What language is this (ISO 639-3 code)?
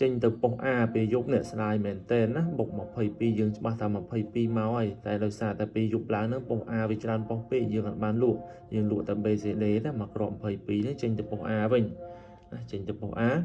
khm